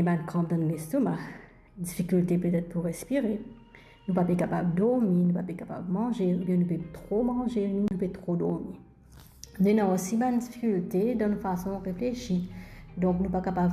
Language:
Morisyen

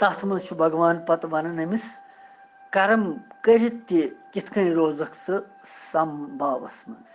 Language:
Kashmiri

